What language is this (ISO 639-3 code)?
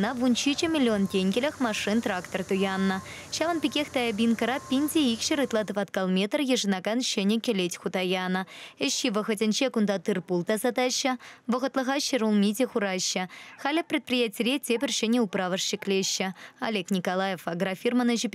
chv